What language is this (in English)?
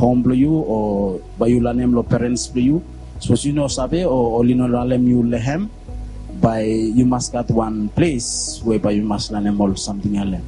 Bislama